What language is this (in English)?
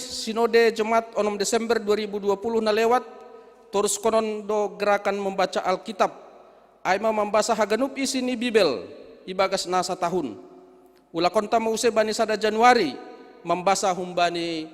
Batak Simalungun